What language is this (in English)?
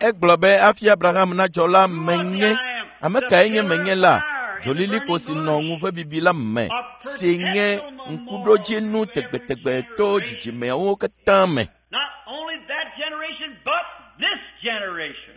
Ewe